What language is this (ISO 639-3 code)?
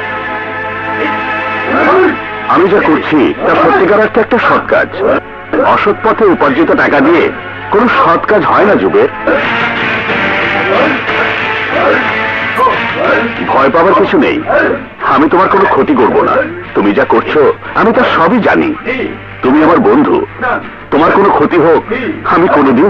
ben